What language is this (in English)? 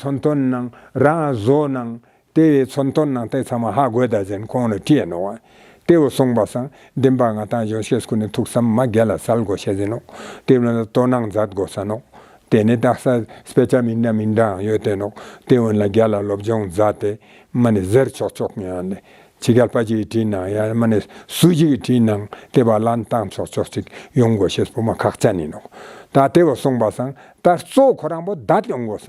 Ladakhi